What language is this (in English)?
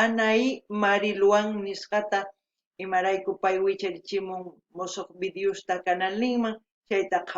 South Bolivian Quechua